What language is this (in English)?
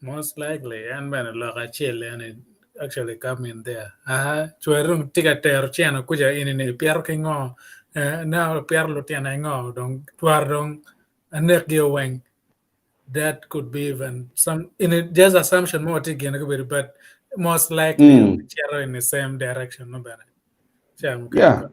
Acoli